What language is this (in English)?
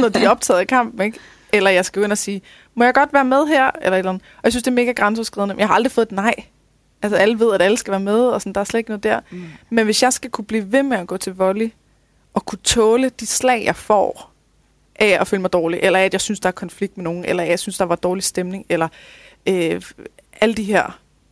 Danish